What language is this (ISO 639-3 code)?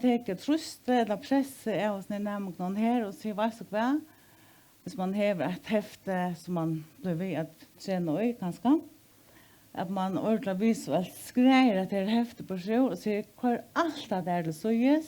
fao